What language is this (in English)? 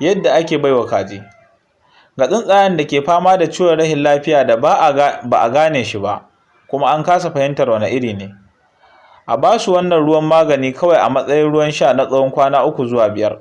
Hausa